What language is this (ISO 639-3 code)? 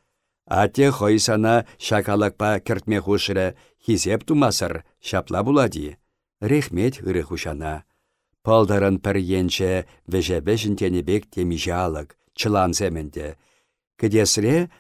chv